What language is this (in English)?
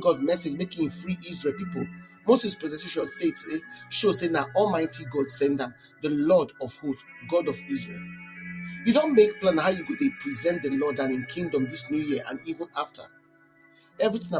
Nigerian Pidgin